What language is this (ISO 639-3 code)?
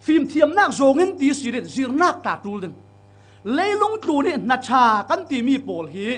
cfm